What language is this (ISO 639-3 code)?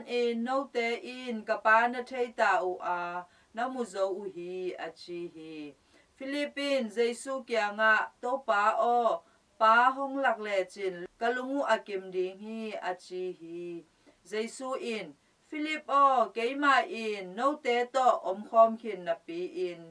ctd